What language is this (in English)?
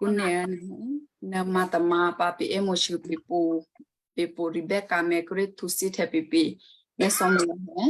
Western Kayah